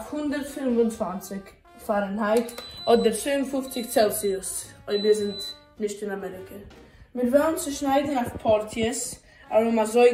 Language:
Yiddish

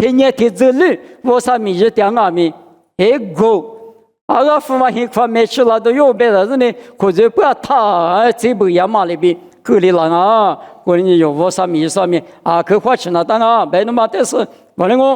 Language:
Lisu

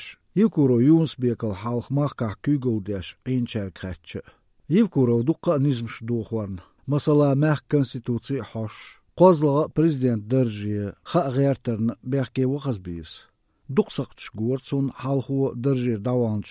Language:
Slovenian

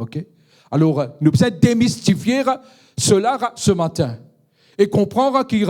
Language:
Morisyen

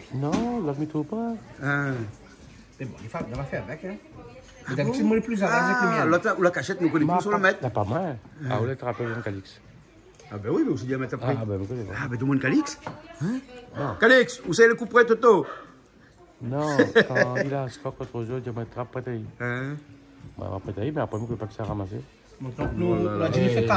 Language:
Réunion Creole French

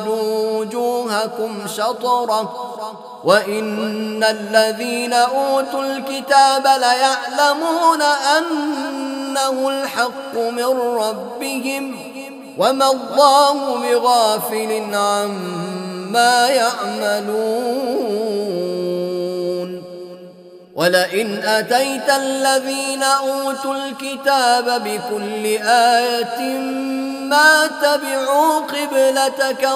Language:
Arabic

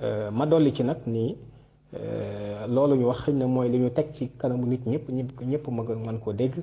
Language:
Wolof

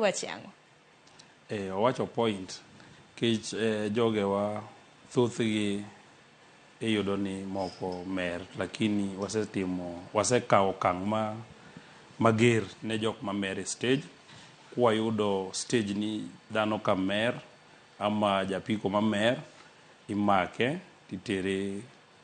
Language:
Luo (Kenya and Tanzania)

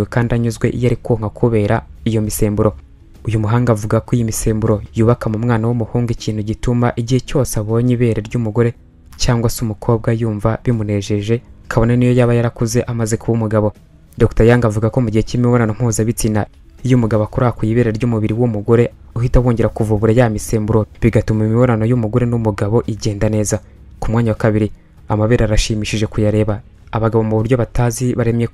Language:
Kinyarwanda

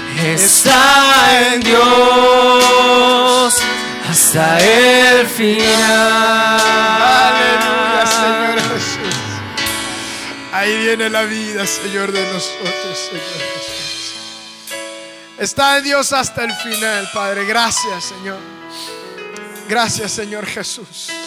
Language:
Spanish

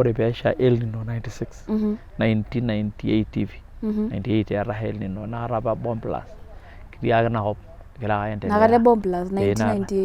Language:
Masai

